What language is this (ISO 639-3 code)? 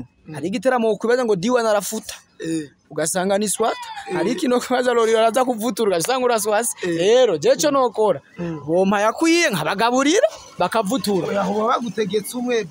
run